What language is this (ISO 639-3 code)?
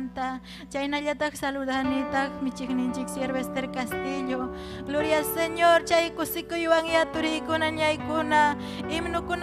quy